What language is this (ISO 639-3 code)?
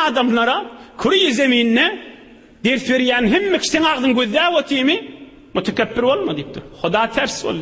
tuk